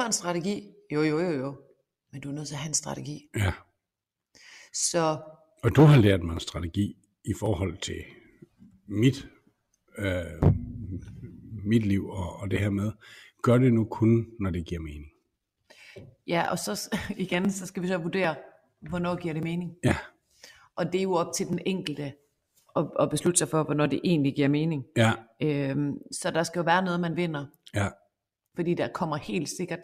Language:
Danish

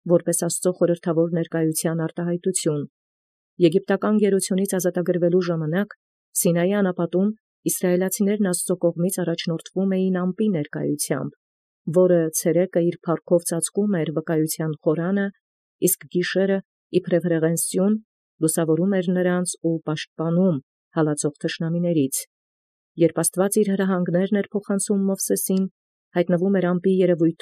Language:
Armenian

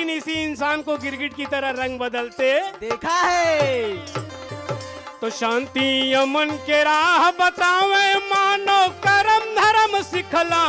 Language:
Bhojpuri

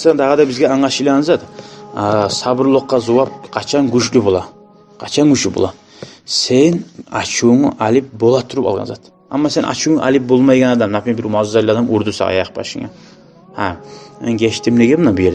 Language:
Kumyk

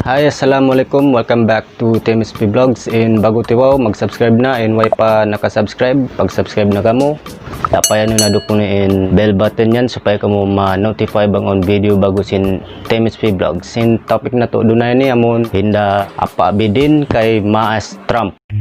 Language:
Tausug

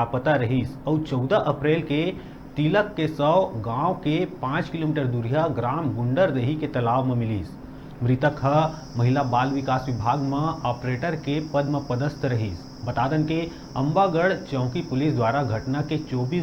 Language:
Chhattisgarhi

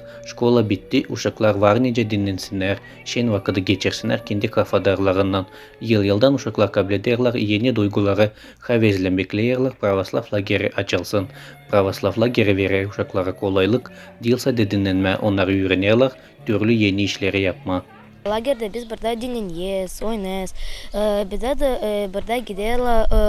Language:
Gagauz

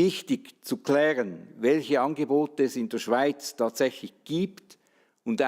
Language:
Swiss German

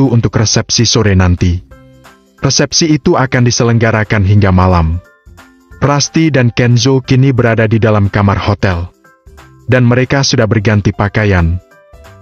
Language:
Indonesian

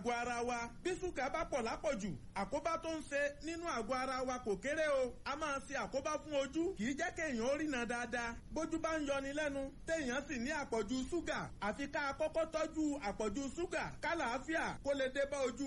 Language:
Yoruba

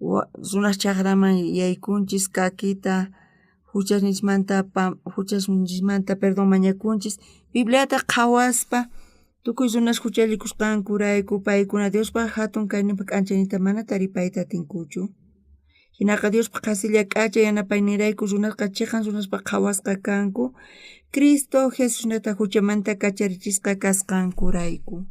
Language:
South Bolivian Quechua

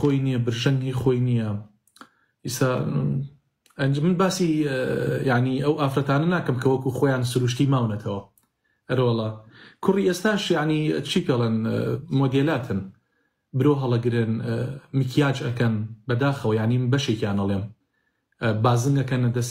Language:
Central Kurdish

